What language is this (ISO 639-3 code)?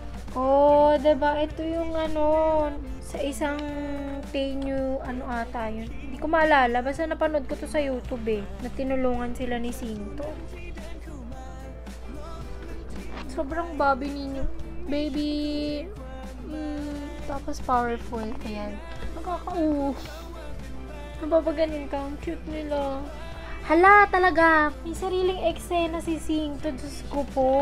fil